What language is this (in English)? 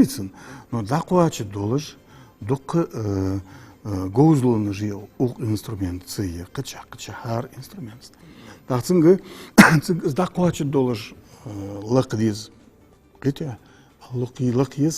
Ingush